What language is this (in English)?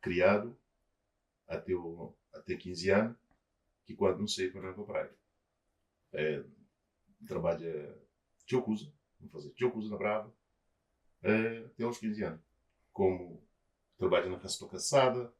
Kabuverdianu